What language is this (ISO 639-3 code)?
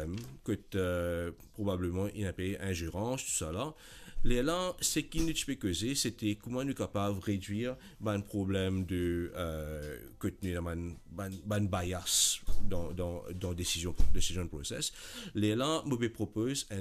mfe